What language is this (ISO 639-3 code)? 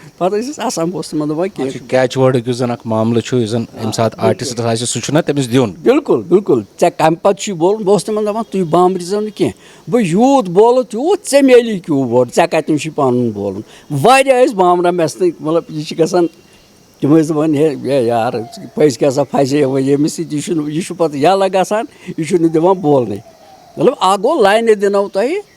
kas